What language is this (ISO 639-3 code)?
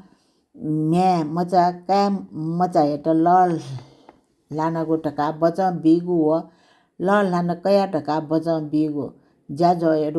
new